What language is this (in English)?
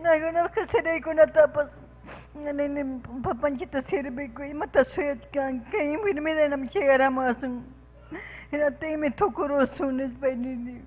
Ayacucho Quechua